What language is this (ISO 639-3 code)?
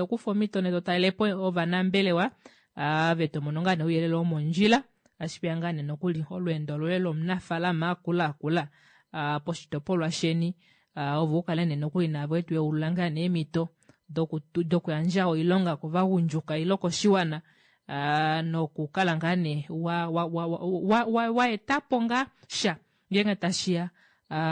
kua